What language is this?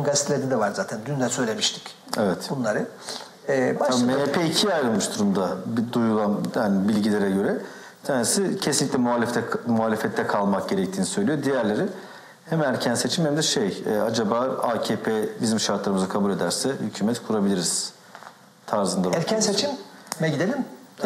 Turkish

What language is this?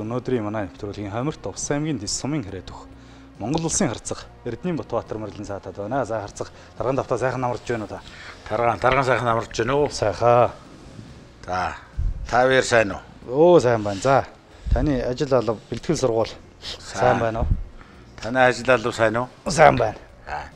Mongolian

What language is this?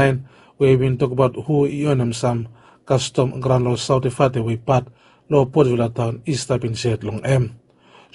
Bislama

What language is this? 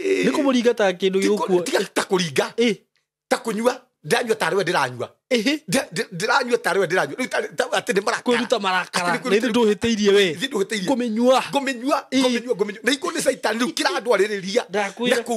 Kikuyu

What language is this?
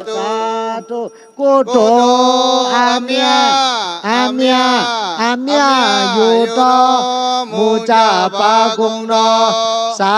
Shan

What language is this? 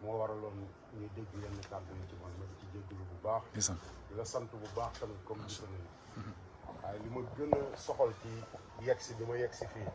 Wolof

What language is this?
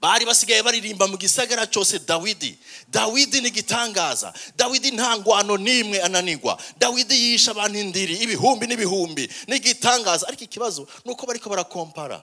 Rundi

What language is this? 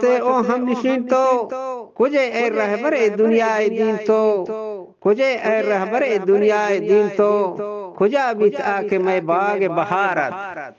Eastern Balochi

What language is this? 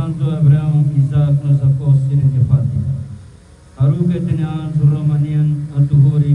Tetum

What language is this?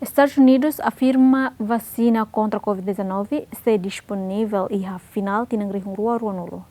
Tetum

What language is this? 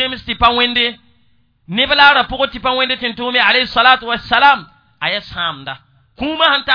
Mossi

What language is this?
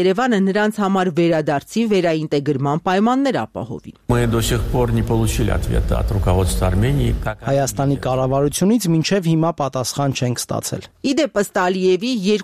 Armenian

